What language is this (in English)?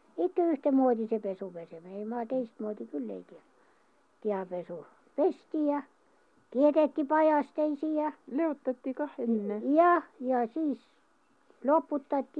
Estonian